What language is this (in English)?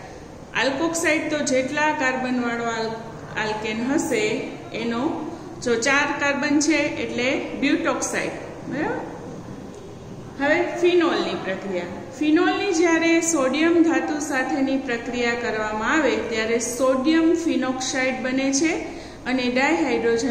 Gujarati